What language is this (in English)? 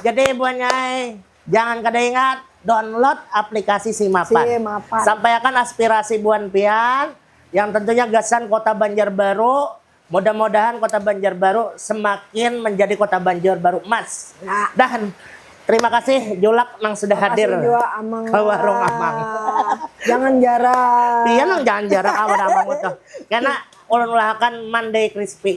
Banjar